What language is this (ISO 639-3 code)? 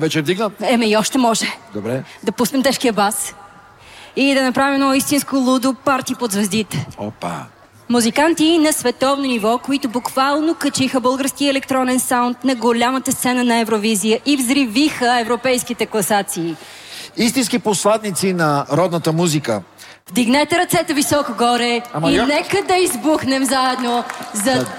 bul